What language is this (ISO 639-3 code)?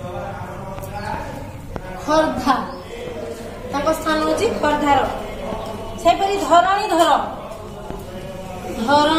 ori